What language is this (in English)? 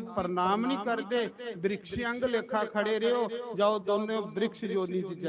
Dogri